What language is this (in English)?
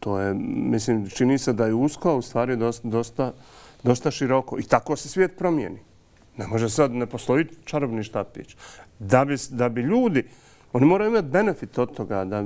Bosnian